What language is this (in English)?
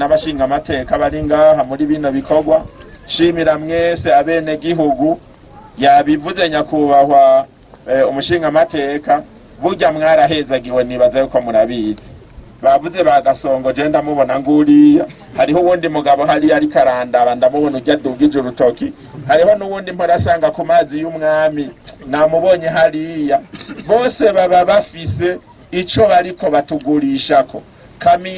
Rundi